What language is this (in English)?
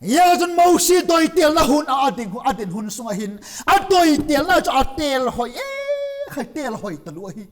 Vaiphei